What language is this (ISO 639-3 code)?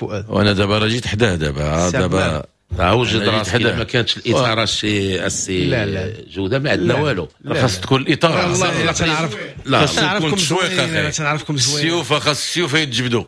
ary